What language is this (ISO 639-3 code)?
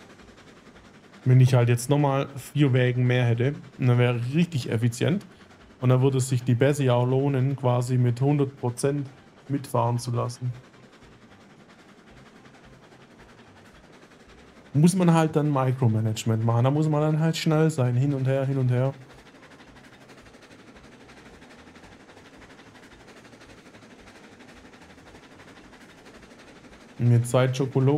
deu